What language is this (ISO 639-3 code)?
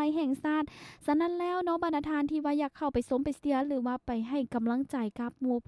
lao